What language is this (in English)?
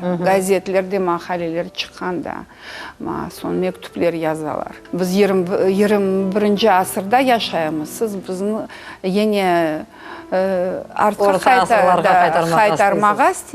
Crimean Tatar